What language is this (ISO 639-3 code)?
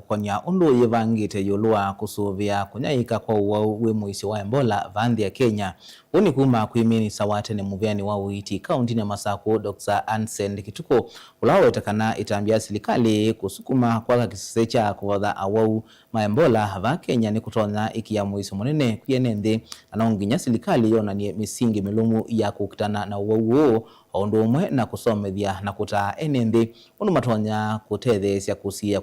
kam